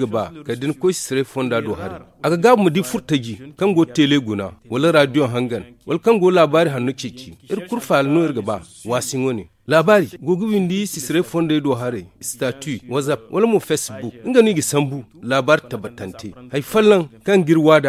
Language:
Zarma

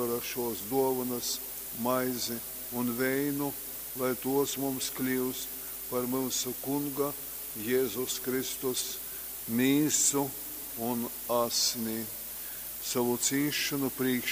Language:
Latgalian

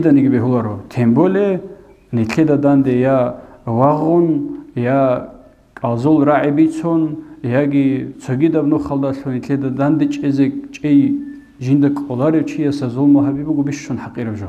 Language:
Avaric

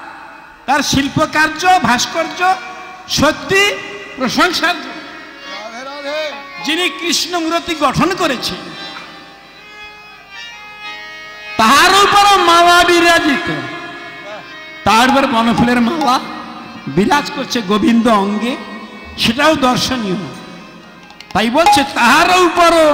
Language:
Bangla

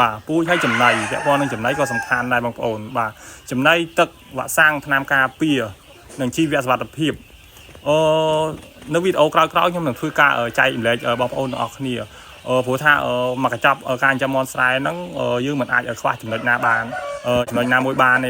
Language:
Khmer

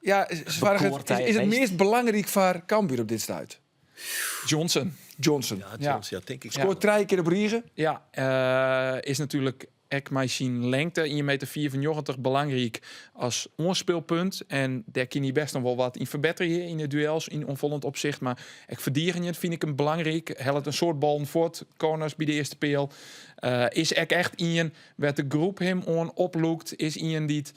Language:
Western Frisian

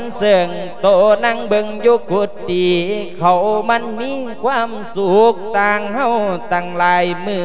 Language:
Lao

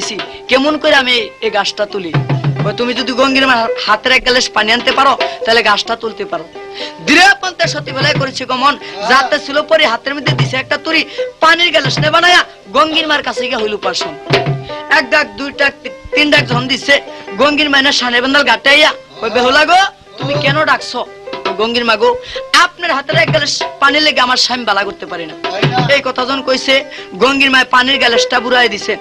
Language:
Bangla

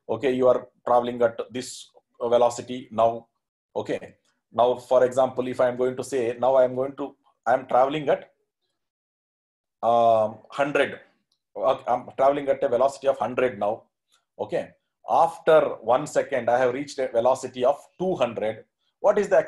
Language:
English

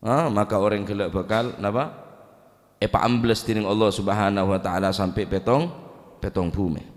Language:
Madurese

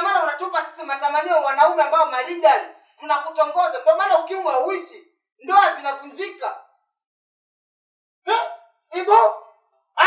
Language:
Swahili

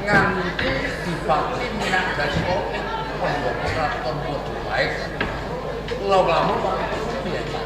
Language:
Javanese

